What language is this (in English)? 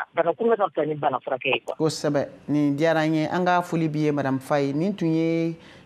Bambara